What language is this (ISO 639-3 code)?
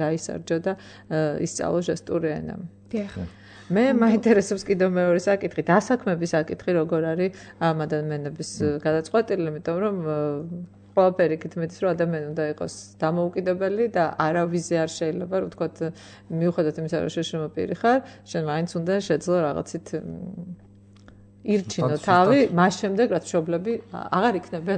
kat